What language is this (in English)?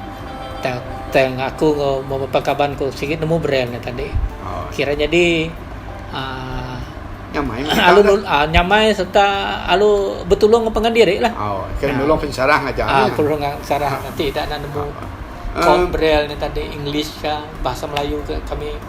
Iban